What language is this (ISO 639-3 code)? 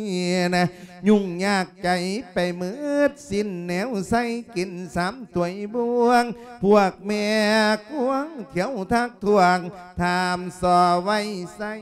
lao